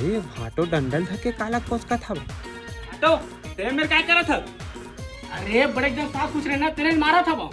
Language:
Chhattisgarhi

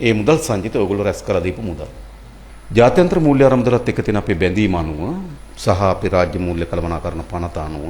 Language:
Sinhala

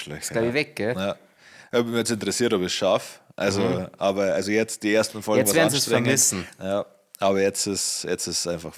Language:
Bavarian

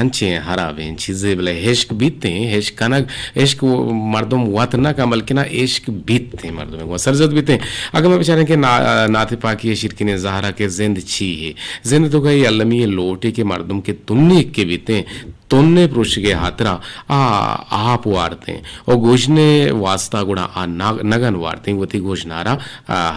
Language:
Eastern Balochi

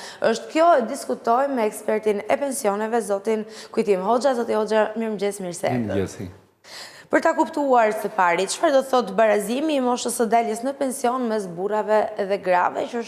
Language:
Albanian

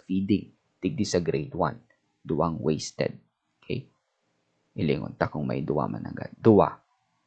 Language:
Bikol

